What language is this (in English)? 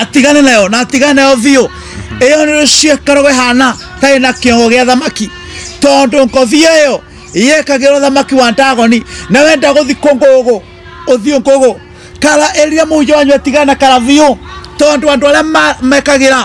Kikuyu